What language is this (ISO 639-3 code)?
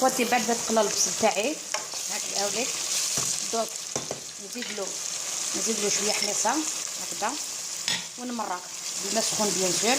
arq